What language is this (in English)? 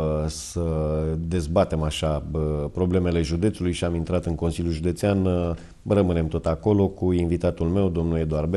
Romanian